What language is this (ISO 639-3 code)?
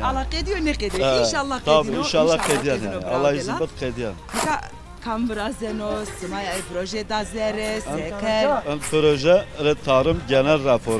zza